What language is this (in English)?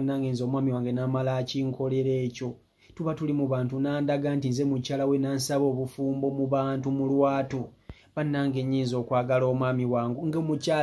Ganda